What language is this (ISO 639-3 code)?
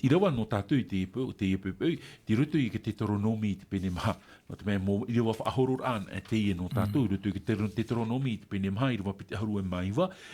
tah